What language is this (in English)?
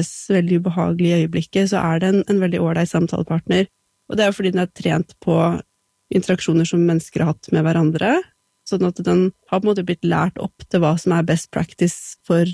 Norwegian